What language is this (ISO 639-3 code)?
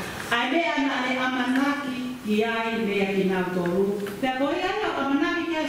ton